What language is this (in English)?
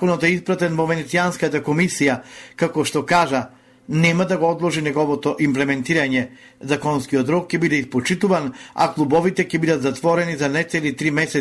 Macedonian